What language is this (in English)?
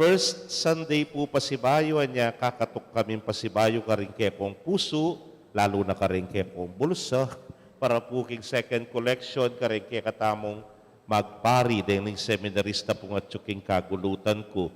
Pampanga